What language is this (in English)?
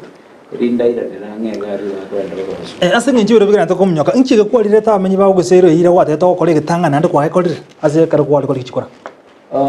Gusii